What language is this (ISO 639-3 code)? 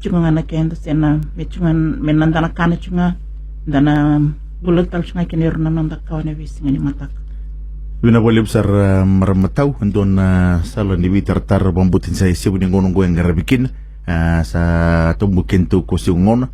fij